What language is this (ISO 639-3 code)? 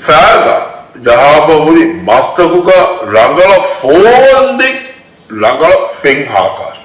div